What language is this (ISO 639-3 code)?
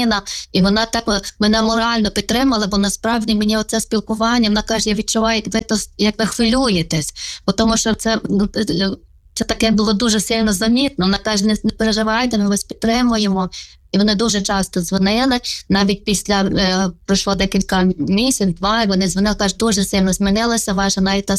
ukr